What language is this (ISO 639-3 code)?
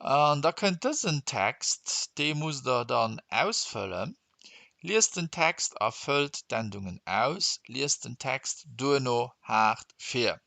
ltz